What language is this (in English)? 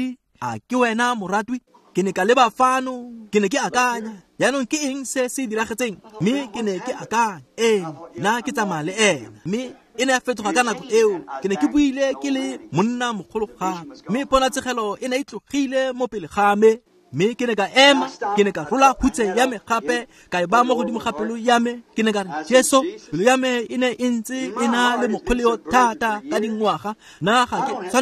Tswana